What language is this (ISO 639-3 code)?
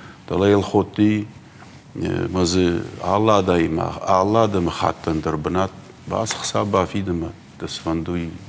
oss